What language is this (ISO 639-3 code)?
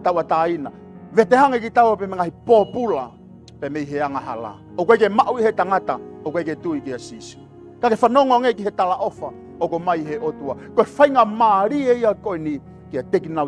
ton